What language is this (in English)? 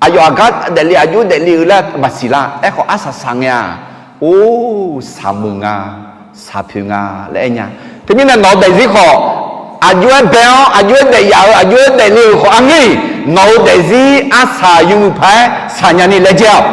Akha